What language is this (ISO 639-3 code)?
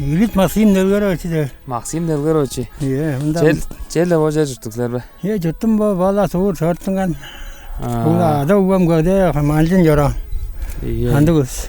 tyv